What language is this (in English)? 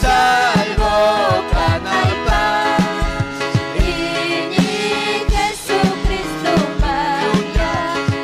Ayacucho Quechua